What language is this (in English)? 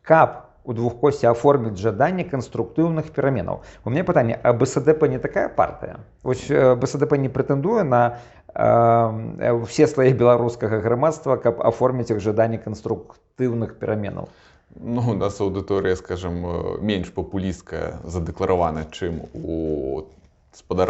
Belarusian